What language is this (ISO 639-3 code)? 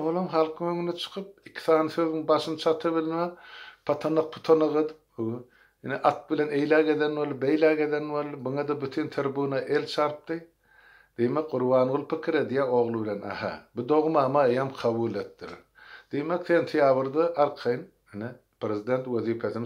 tuk